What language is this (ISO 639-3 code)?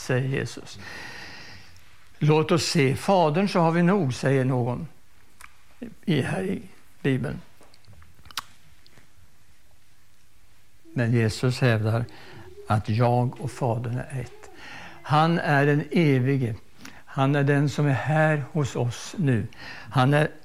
swe